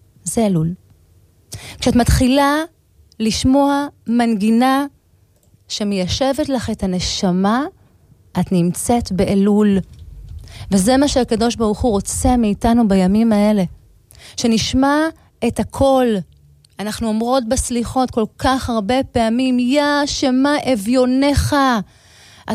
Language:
Hebrew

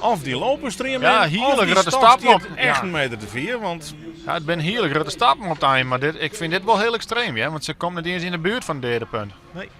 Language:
Western Frisian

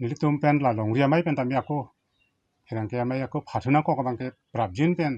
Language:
Karbi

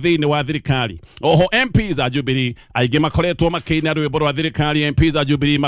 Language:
Kikuyu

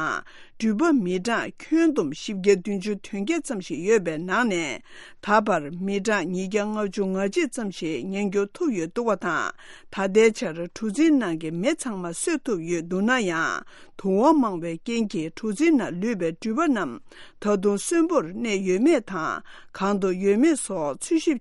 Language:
Tibetan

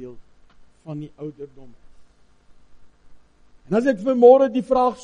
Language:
Afrikaans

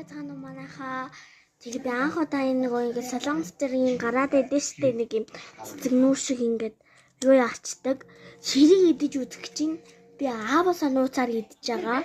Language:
Mongolian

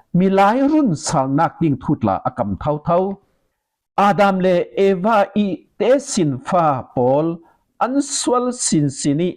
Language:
Falam Chin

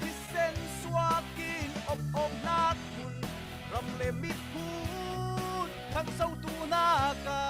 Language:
Falam Chin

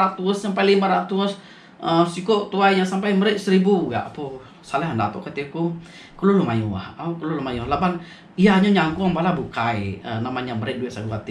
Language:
Iban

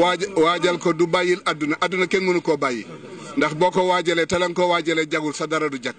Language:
Wolof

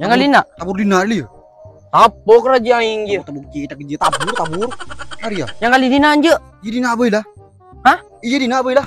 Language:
Madurese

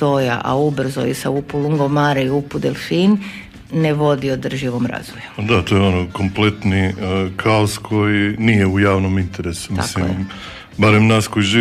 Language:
Croatian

